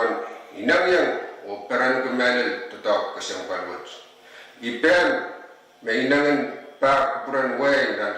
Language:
Pohnpeian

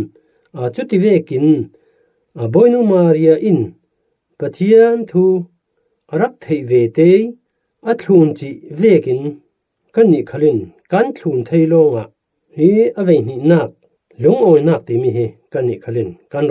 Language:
Falam Chin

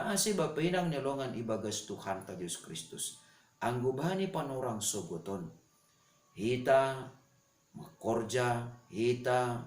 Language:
Batak Simalungun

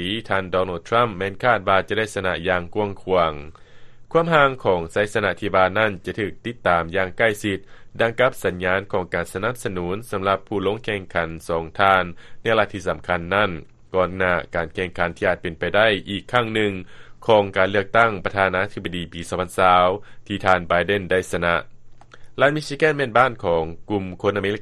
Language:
Lao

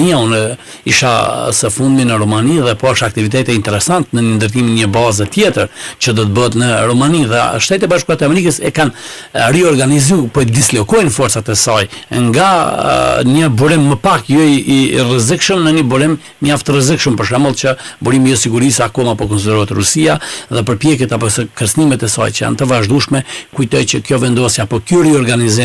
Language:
Albanian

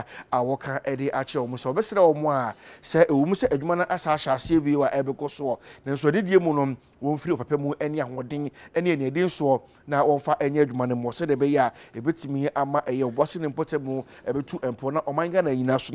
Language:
Akan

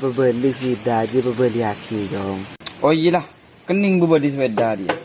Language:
Madurese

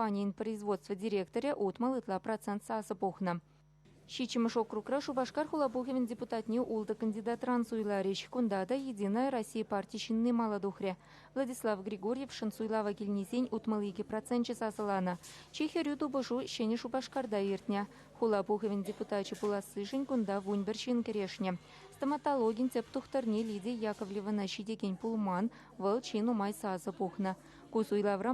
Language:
Chuvash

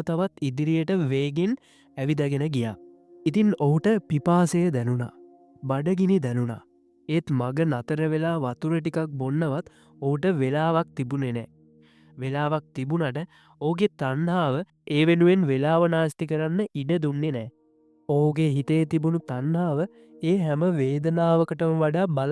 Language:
Sinhala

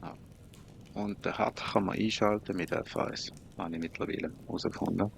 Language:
Swiss German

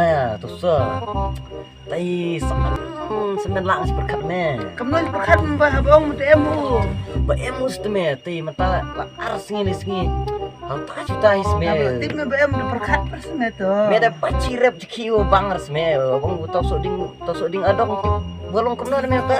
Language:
Khasi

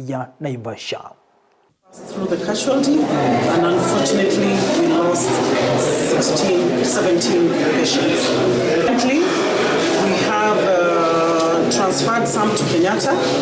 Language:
Gusii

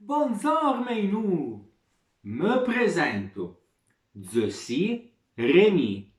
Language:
Arpitan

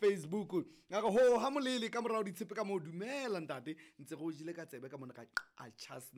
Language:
Southern Sotho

